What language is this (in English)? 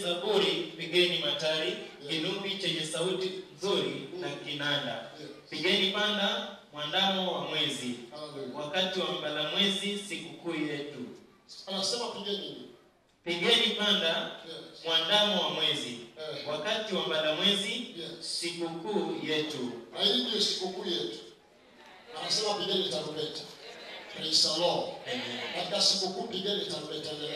Swahili